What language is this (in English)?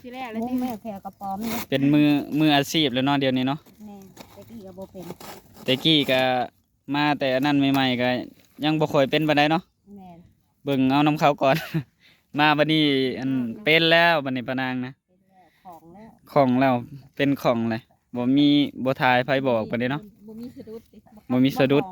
Northeastern Thai